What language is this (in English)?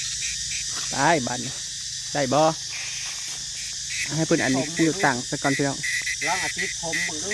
Northeastern Thai